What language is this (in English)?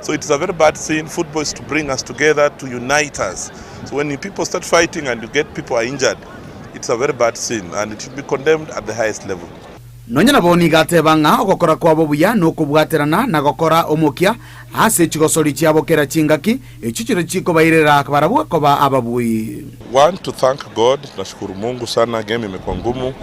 Gusii